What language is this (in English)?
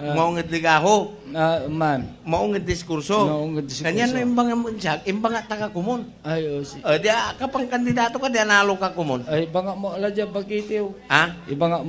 Pangasinan